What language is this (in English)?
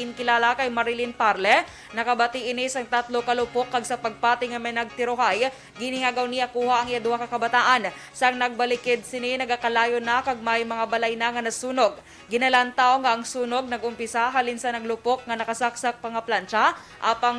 Hiligaynon